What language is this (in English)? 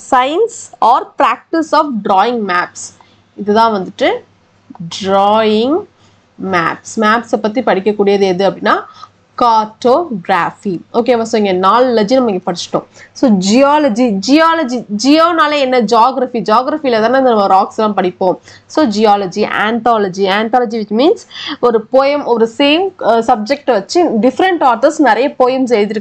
Tamil